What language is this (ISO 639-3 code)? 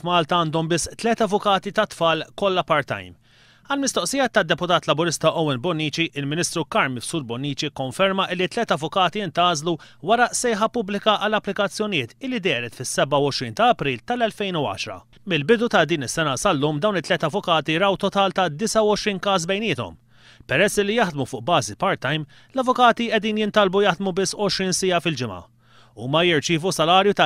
mlt